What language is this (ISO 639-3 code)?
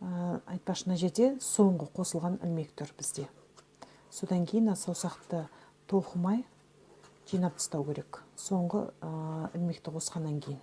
kaz